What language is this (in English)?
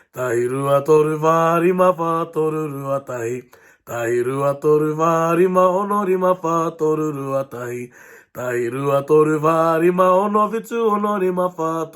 Māori